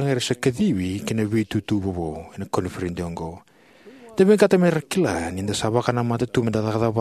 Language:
Fijian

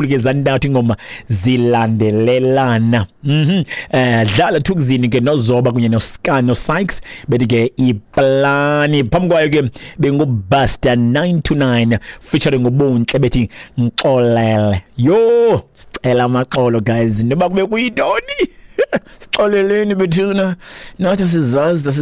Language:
Xhosa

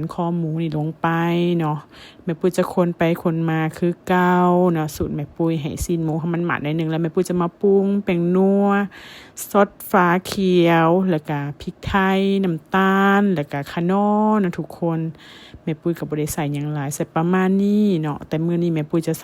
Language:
Lao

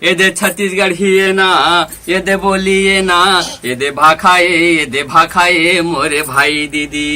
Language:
Chhattisgarhi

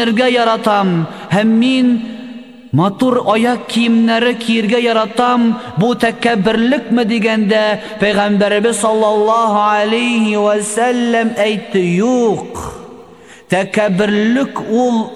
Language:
Tatar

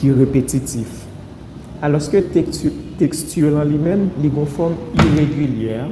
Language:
Haitian Creole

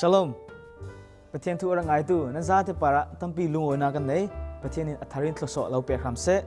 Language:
Falam Chin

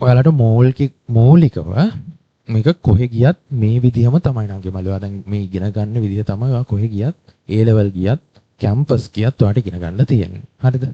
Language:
Sinhala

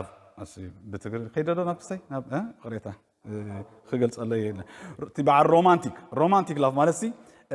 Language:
Tigrinya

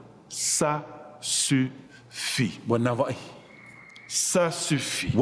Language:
Tahitian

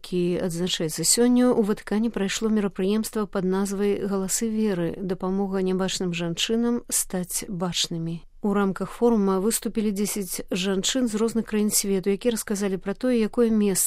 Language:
Belarusian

